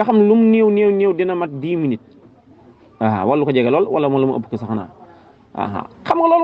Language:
Wolof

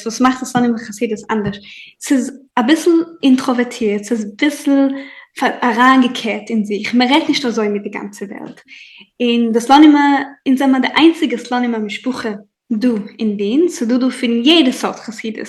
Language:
Yiddish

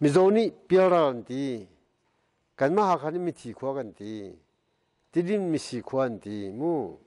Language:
Hakha Chin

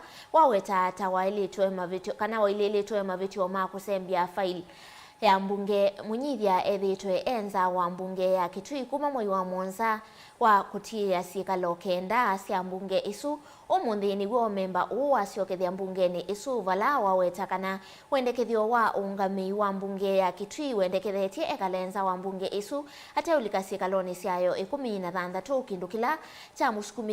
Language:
Kamba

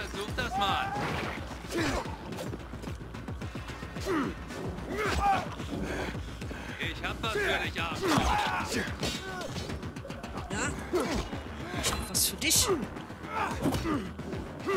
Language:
German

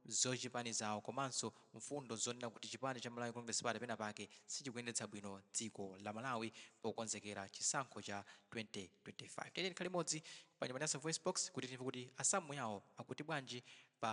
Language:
Nyanja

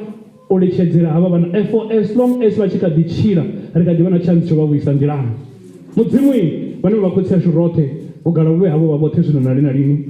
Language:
Venda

